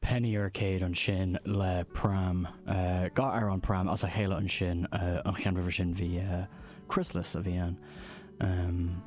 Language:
Irish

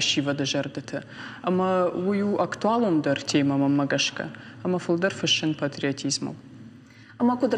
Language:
Ossetic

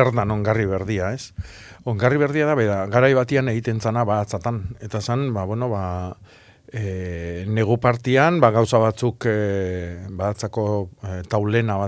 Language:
Basque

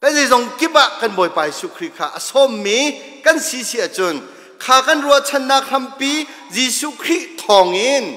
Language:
Hakha Chin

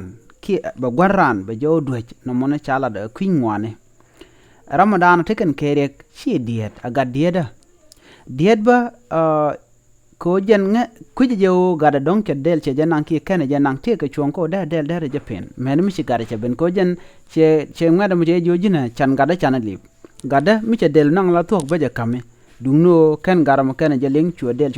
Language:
Nuer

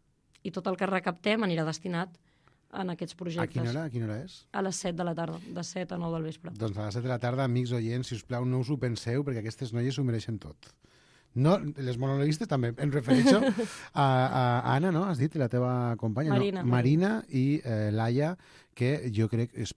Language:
Catalan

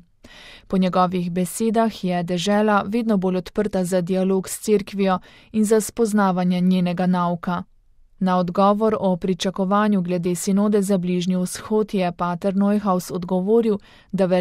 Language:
Slovenian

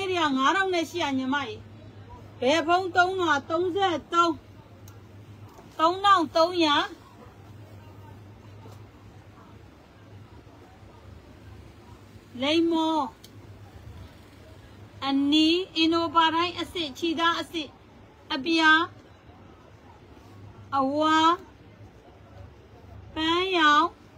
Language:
Burmese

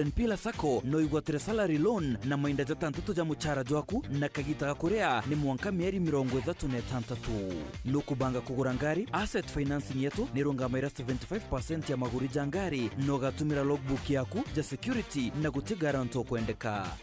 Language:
Meru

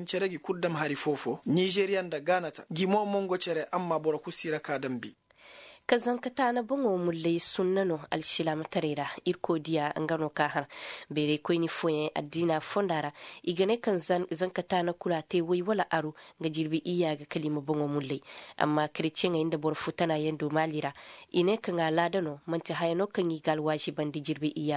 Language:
Koyraboro Senni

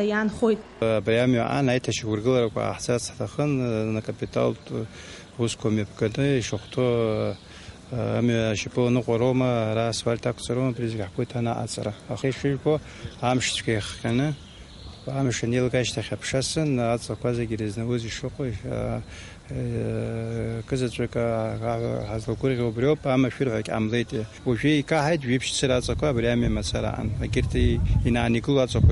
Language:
Abkhazian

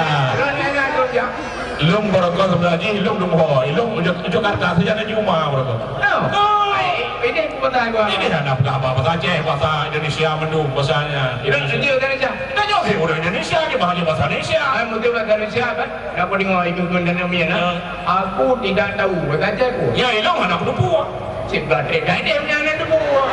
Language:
Achinese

